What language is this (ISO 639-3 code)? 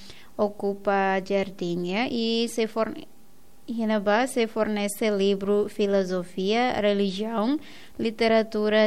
tet